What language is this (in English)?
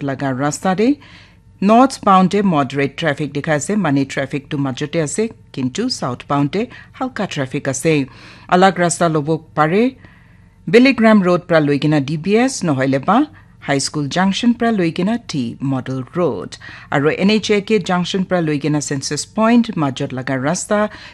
Naga Pidgin